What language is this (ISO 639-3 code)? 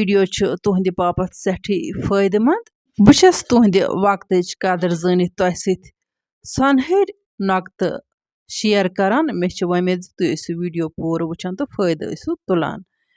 kas